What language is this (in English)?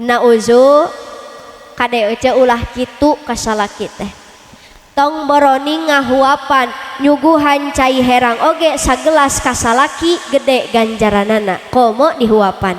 Sundanese